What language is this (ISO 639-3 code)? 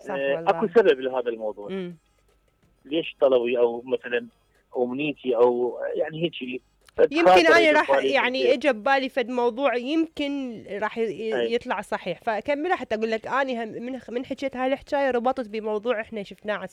acm